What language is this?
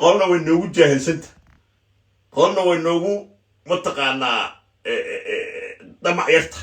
Somali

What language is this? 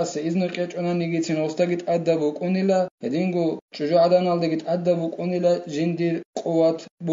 Avaric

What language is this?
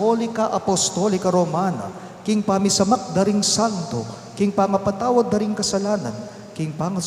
Pampanga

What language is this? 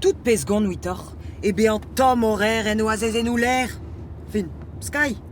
Breton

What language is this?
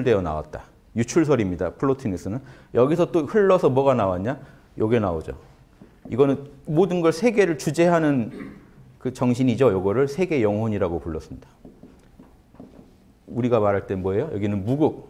Korean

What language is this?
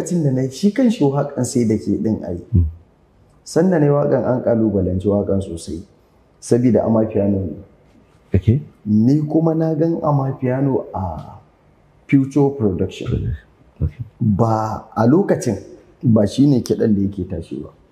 Hausa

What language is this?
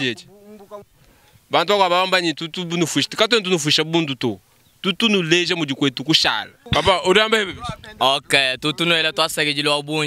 Luba-Lulua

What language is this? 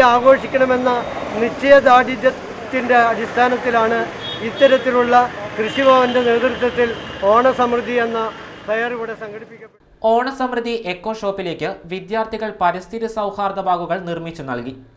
Malayalam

